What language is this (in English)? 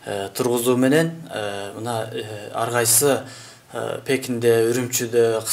Kyrgyz